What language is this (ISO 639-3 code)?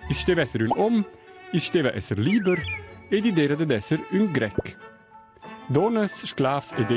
roh